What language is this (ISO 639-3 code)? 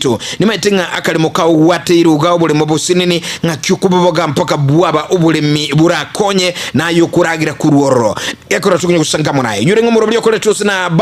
guz